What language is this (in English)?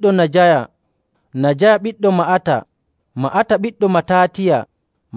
Nigerian Fulfulde